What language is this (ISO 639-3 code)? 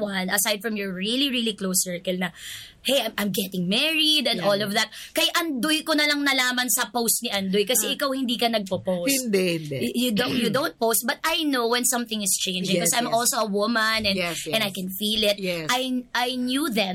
fil